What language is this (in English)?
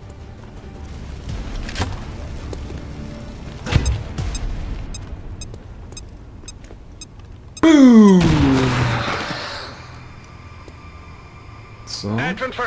German